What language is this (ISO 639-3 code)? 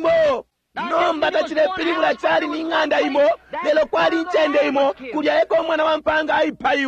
bem